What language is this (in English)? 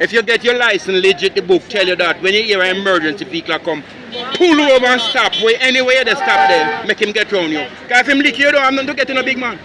Jamaican Creole English